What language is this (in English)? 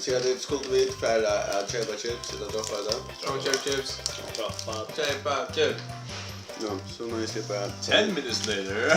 Faroese